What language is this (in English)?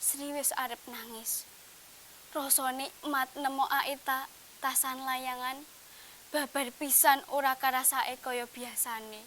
Javanese